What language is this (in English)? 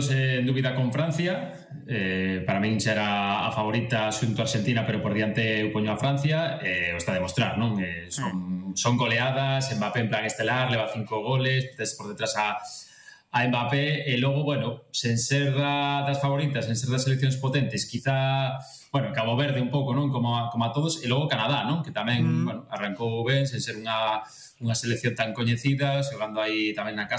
Galician